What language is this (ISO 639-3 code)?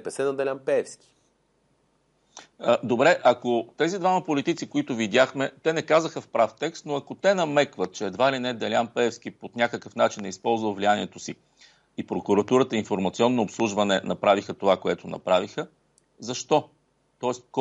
bul